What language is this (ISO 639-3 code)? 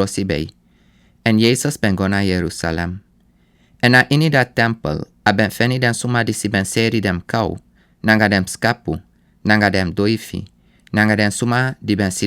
srn